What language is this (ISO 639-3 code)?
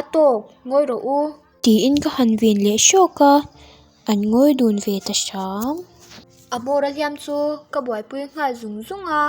lus